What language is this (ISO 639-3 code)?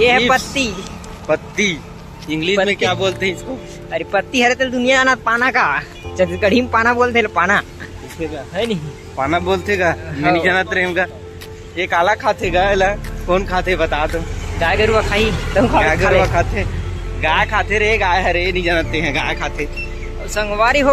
hne